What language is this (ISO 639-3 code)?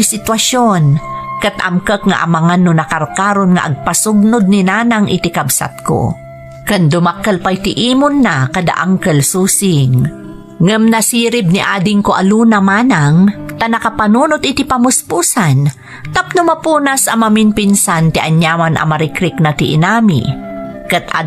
ilo